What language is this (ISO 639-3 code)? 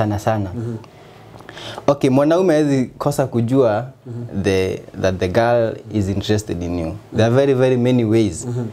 swa